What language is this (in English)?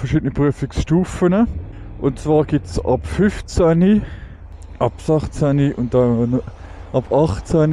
Swiss German